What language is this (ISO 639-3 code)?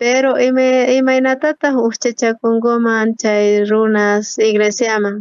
quh